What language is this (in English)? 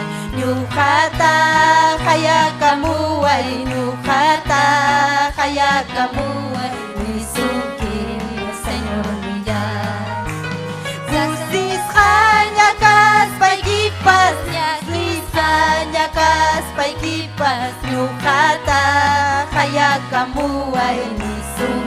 Ayacucho Quechua